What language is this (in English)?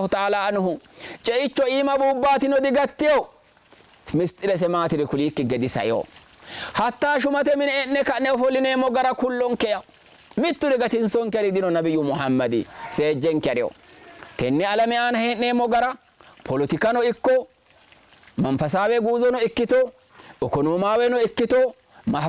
Sidamo